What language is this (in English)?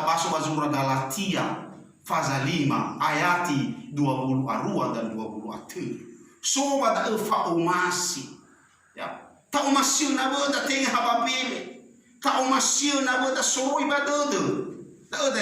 Nias